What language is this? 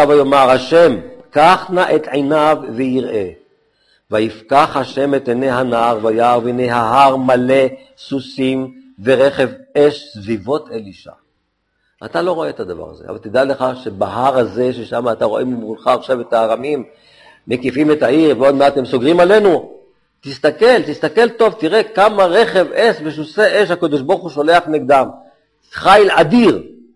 Hebrew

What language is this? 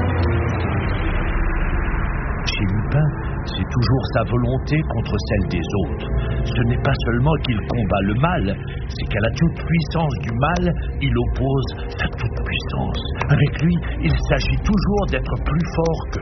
French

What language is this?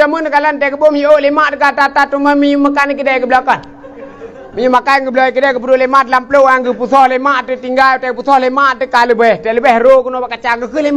Achinese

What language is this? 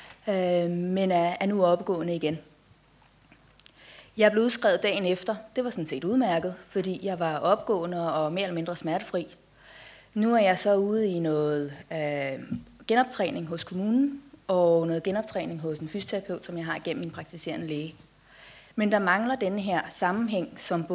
Danish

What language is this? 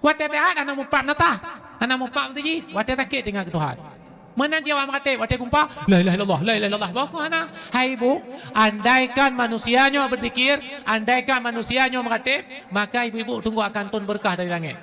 Achinese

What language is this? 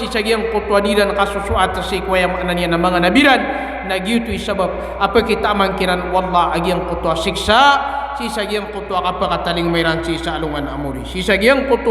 Maranao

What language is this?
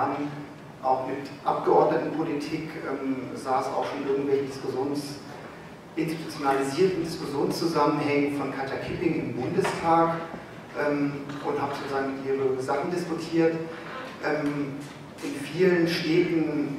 German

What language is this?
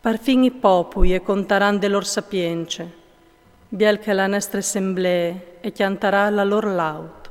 Friulian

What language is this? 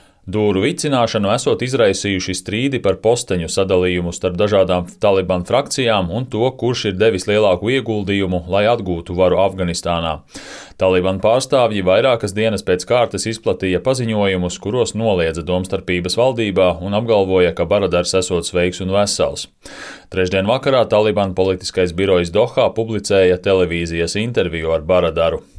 Latvian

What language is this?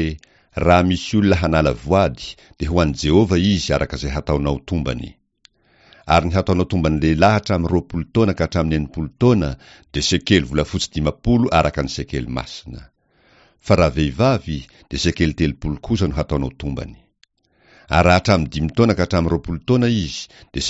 Malagasy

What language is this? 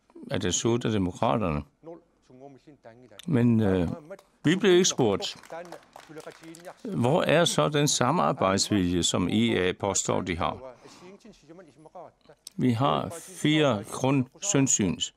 Danish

